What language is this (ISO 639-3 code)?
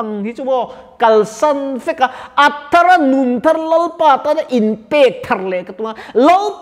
lus